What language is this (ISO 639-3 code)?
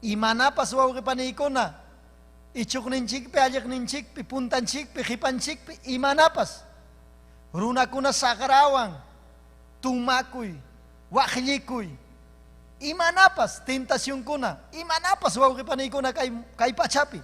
quy